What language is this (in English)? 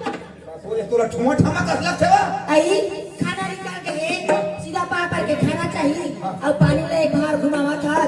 Chhattisgarhi